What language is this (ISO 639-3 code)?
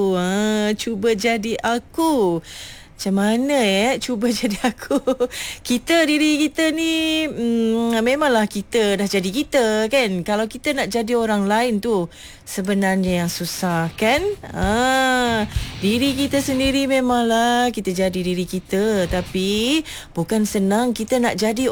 msa